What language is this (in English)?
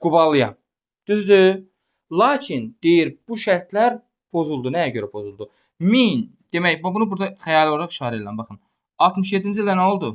Azerbaijani